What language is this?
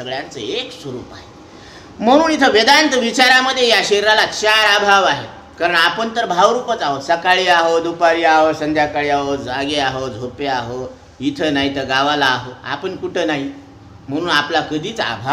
Marathi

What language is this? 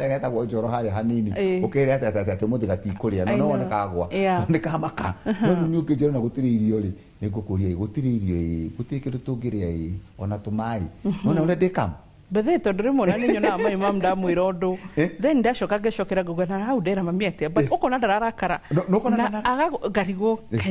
Kikuyu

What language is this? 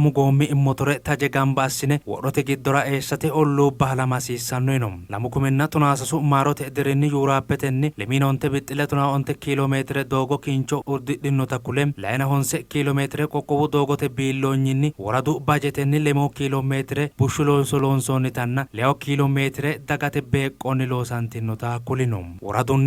Sidamo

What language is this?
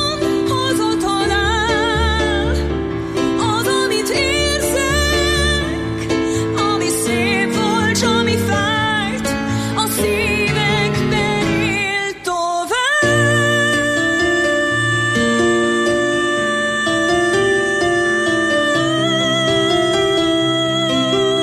Hungarian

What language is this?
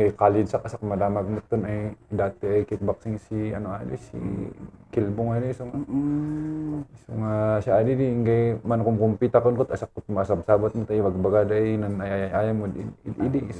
Kankanaey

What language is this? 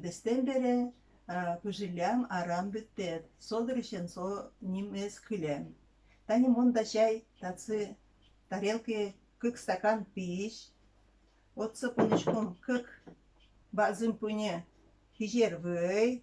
Udmurt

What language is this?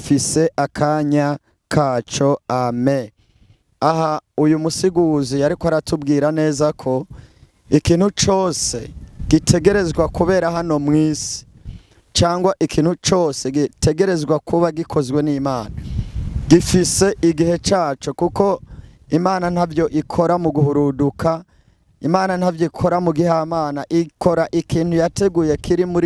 Rundi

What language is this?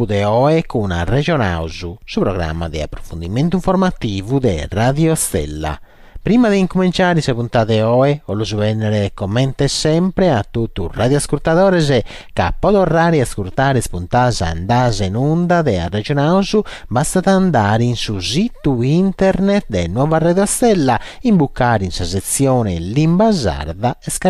Sardinian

